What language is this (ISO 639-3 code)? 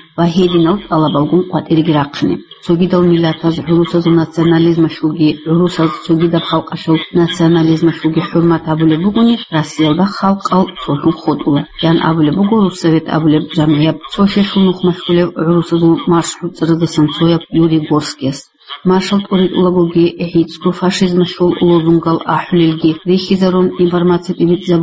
ava